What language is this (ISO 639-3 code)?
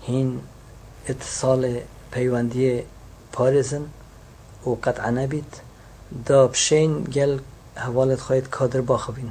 kur